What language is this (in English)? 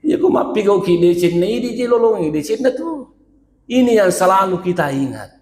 Buginese